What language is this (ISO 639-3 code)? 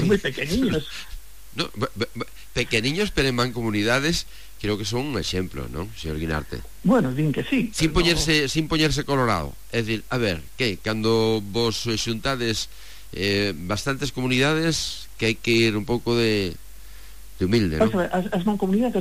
glg